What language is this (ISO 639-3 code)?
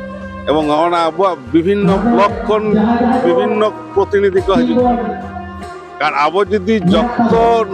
sat